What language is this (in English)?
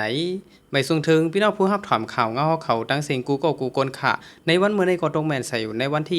Shan